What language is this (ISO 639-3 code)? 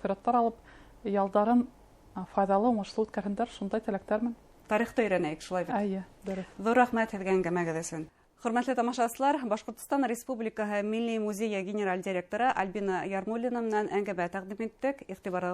bak